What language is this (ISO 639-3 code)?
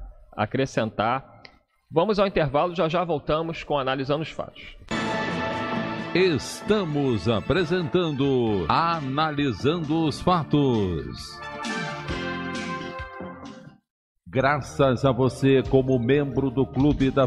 por